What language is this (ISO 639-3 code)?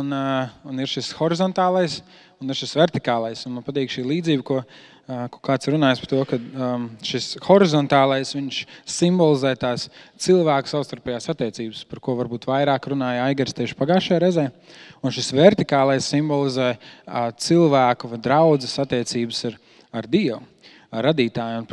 lav